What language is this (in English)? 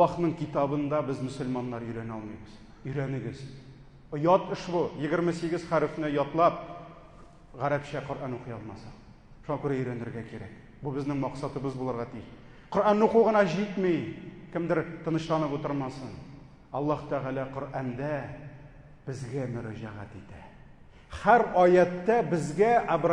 Tatar